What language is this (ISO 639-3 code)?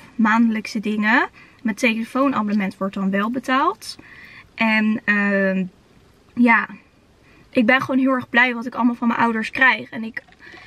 nld